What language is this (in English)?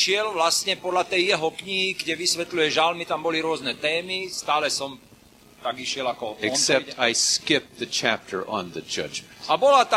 Slovak